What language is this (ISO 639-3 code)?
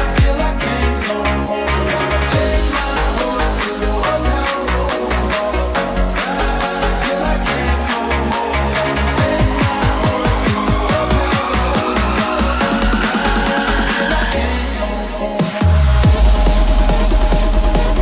msa